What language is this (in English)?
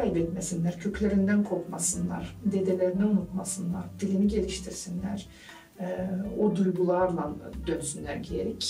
Gagauz